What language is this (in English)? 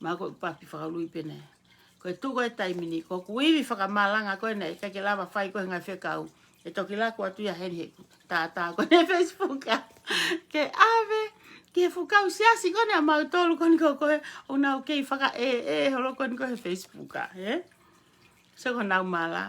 Tongan